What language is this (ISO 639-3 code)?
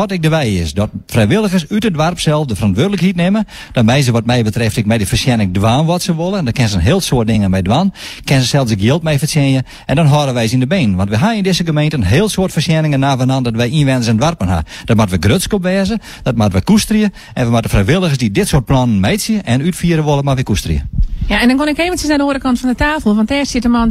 fry